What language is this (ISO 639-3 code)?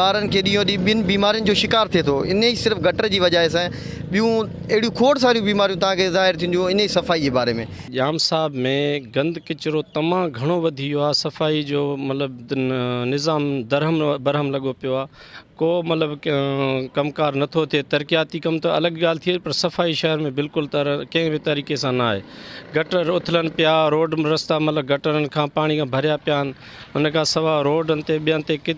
snd